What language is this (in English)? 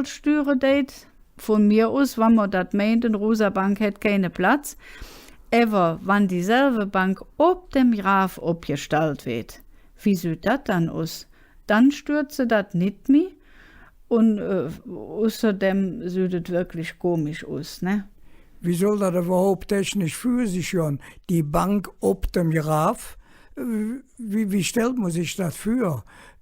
Colognian